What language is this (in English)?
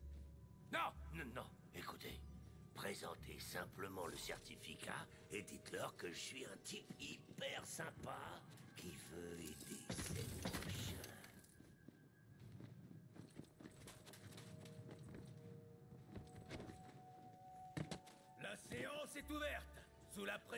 French